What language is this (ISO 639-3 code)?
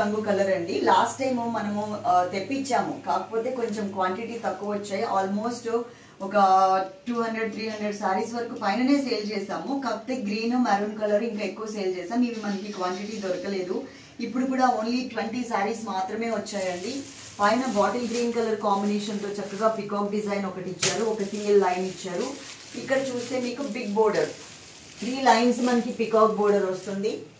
tel